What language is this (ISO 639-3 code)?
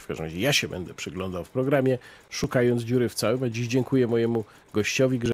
pol